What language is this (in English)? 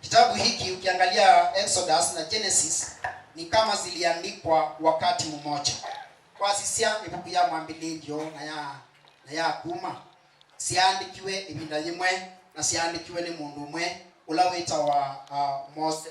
Kamba